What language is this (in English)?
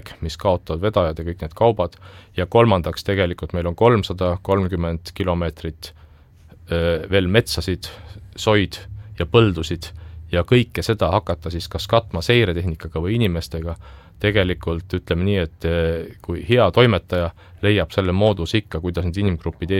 Estonian